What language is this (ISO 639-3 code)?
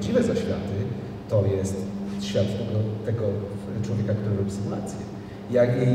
pol